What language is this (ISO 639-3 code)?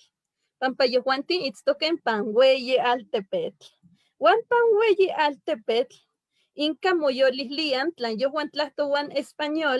nhe